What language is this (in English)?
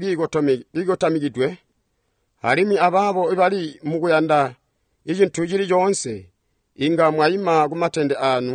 Tonga (Zambia)